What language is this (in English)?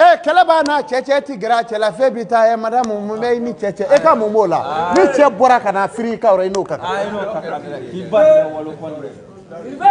Bambara